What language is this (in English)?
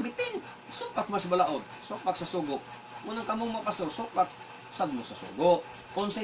Cebuano